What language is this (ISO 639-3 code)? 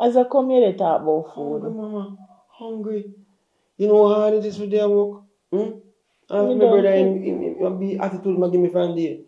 jam